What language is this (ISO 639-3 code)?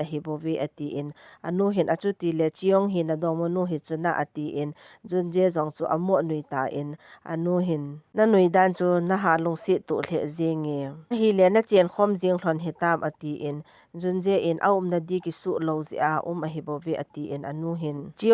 tcz